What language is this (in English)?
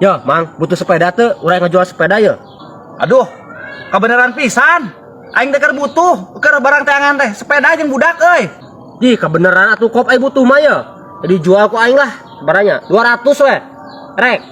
Sundanese